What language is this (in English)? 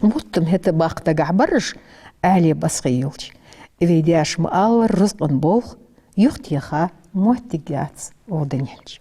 Ingush